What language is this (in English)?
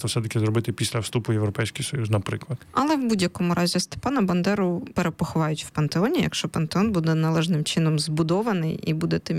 Ukrainian